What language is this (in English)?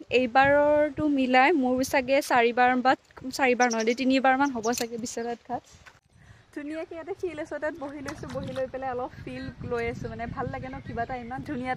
Assamese